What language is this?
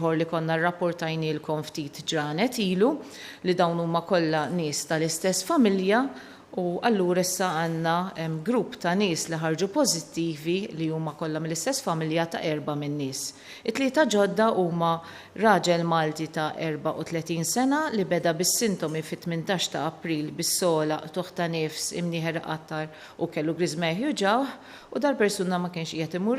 Maltese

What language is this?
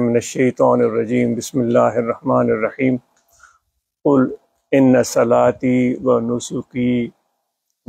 Urdu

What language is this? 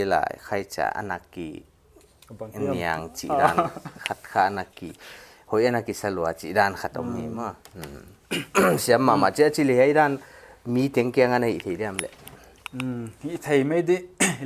Paite Chin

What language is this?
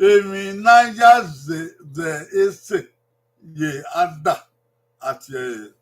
Bini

